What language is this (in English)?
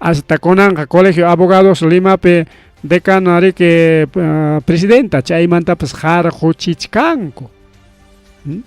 Ayacucho Quechua